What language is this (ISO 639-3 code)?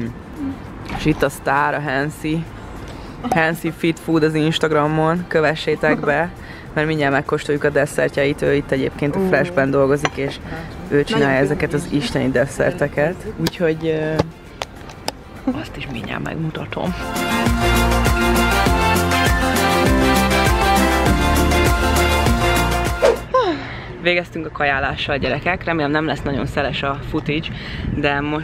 hun